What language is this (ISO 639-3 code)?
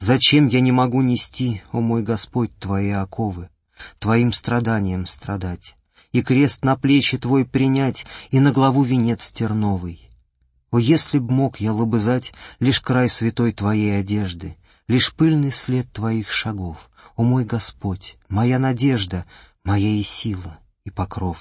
rus